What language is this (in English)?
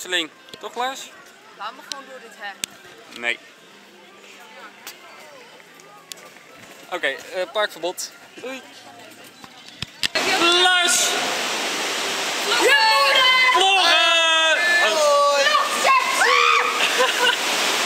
Dutch